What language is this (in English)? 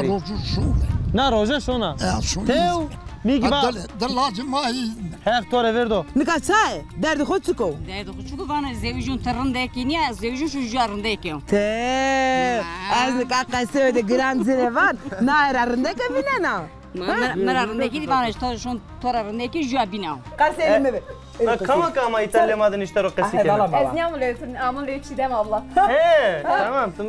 Zaza